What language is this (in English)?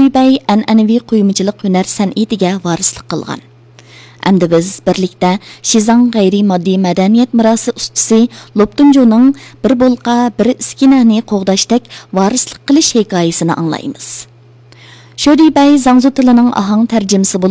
Uyghur